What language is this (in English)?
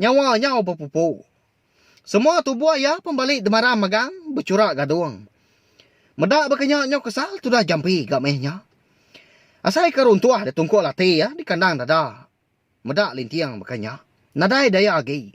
Iban